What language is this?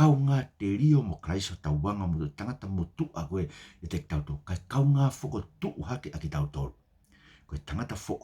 Tongan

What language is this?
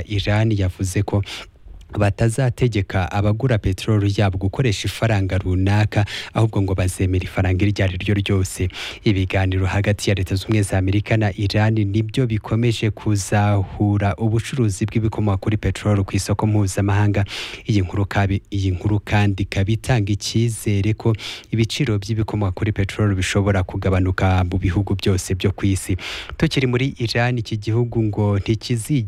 Kinyarwanda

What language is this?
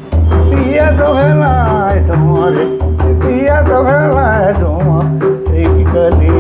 Sadri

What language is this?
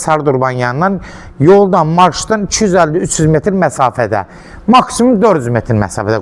Azerbaijani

